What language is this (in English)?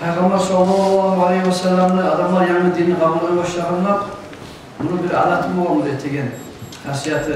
Kumyk